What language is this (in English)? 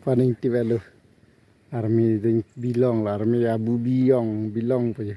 Karbi